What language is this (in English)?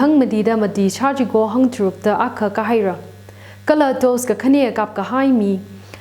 Tangkhul Naga (India)